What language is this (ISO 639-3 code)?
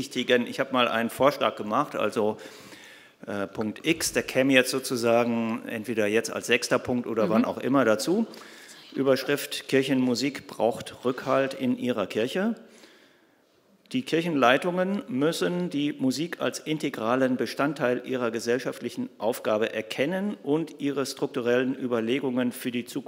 deu